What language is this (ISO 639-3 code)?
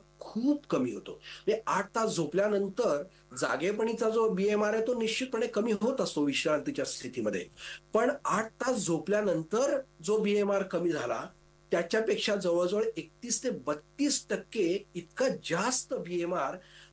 mar